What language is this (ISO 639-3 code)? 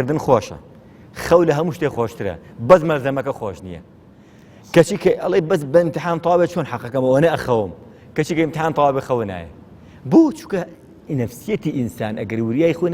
ckb